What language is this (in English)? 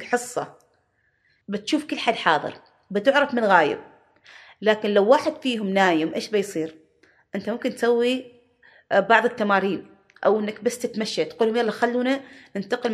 Gulf Arabic